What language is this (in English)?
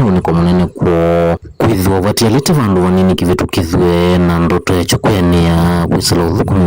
Kamba